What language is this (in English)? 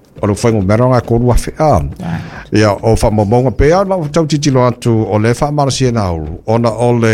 Samoan